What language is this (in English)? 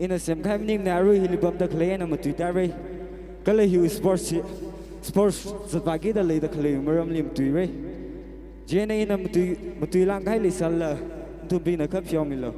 Tangkhul Naga (India)